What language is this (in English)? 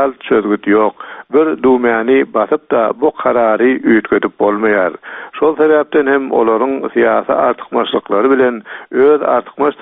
Turkmen